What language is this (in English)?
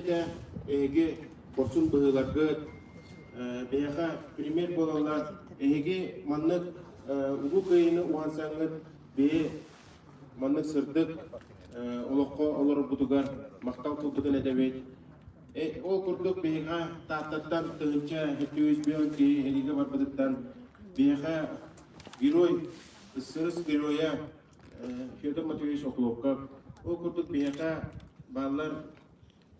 Yakut